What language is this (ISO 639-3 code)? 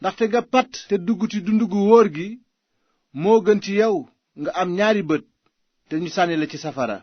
wol